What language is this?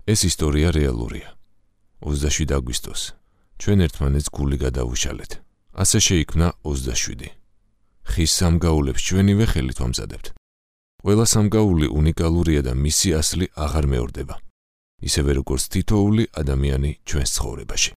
Georgian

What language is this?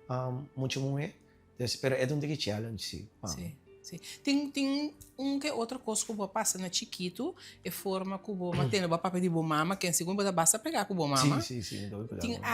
Papiamento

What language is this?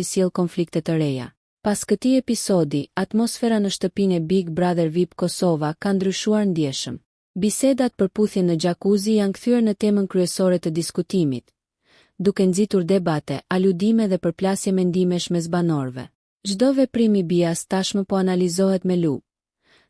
Albanian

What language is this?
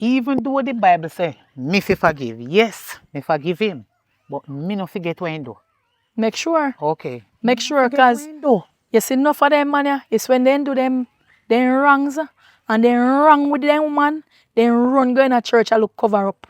Jamaican Creole English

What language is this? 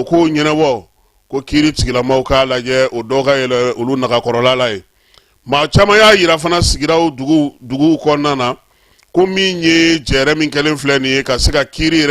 Bambara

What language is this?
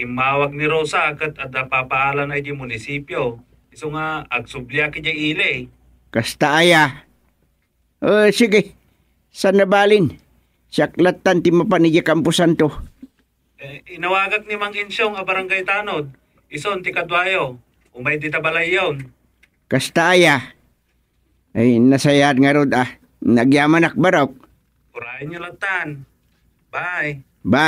Iloko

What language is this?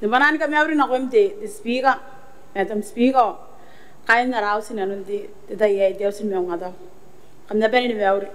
Gilbertese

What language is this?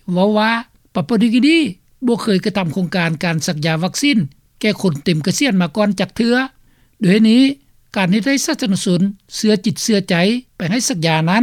Lao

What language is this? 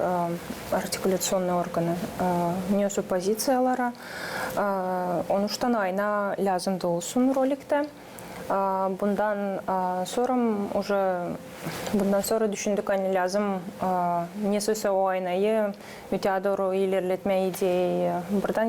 Gagauz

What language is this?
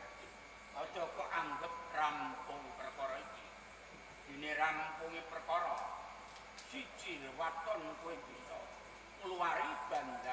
Javanese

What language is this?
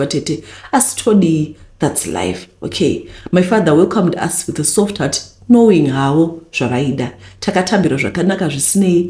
Shona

